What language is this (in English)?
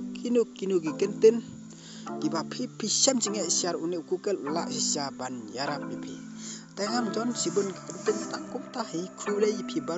Khasi